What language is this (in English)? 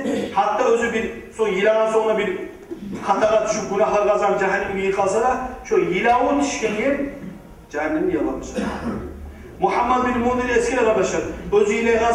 Kumyk